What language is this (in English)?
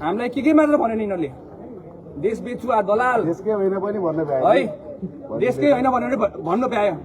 Nepali